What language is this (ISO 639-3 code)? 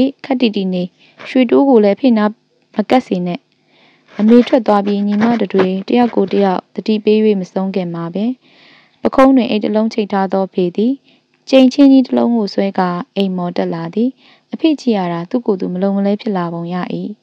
mya